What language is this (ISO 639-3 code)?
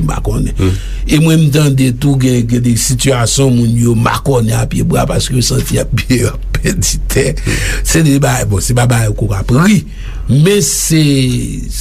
hat